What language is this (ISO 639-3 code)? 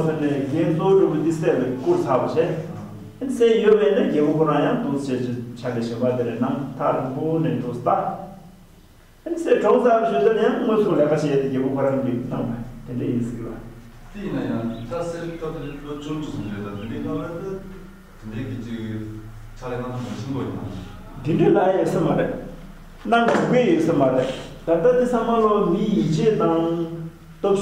bod